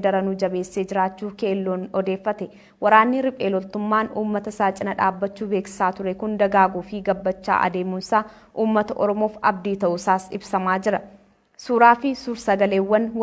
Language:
Oromo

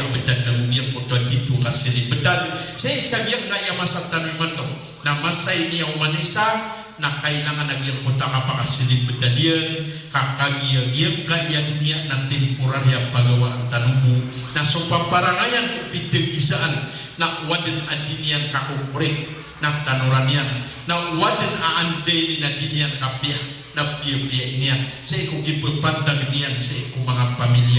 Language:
Maranao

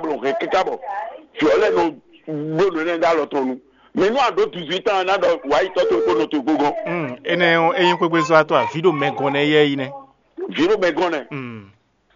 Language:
Fon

